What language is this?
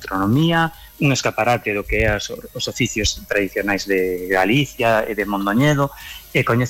Galician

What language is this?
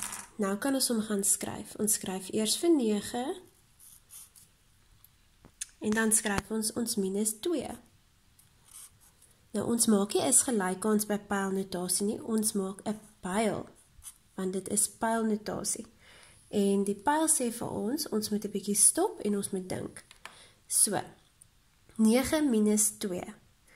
Afrikaans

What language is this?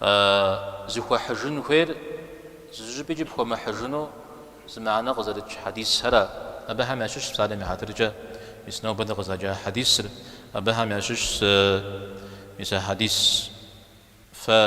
Kabardian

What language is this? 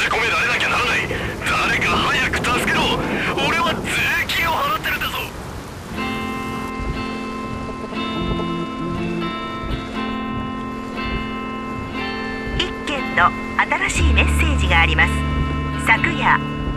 Japanese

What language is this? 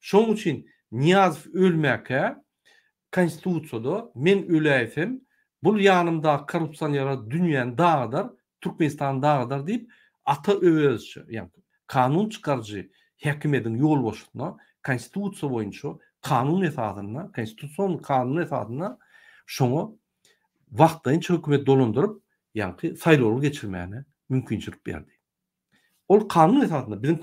Turkmen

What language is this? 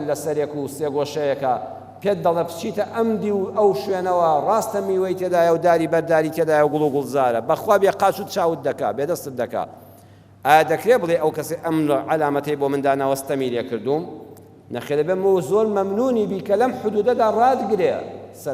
Central Kurdish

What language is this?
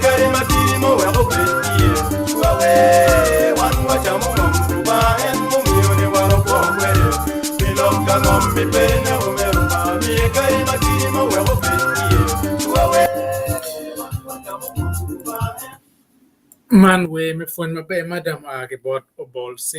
Acoli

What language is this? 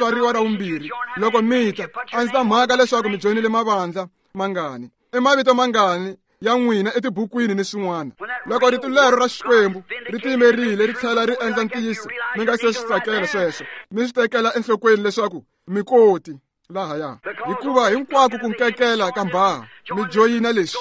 Tsonga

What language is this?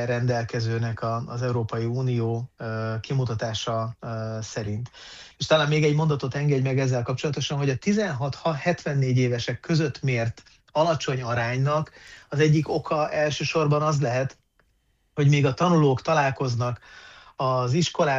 Hungarian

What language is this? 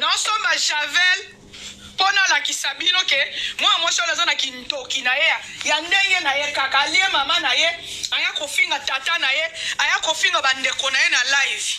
Lingala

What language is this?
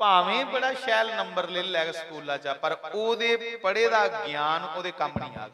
Dogri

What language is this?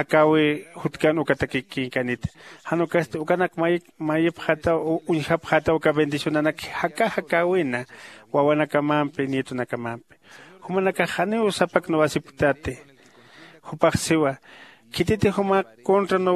Aymara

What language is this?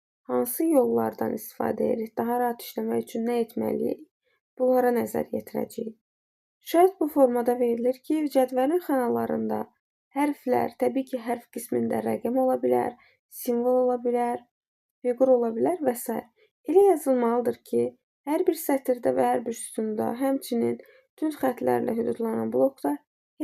Azerbaijani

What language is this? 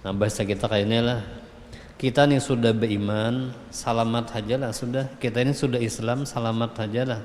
Banjar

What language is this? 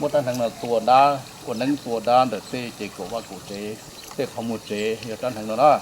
Hmong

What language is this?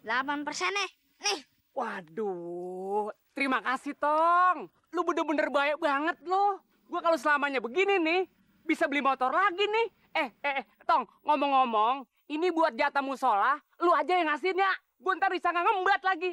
Betawi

